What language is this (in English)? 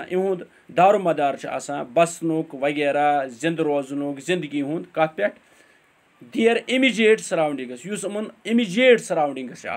Kashmiri